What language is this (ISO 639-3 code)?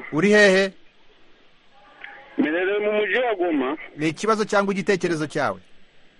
kin